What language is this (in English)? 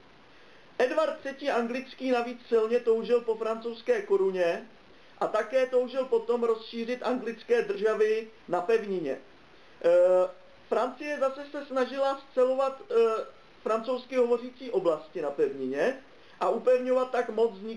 Czech